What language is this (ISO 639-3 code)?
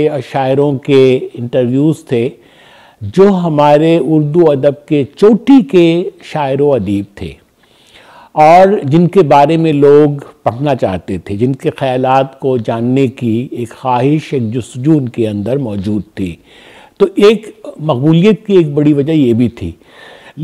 urd